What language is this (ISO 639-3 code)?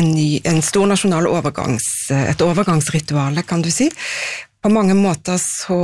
nor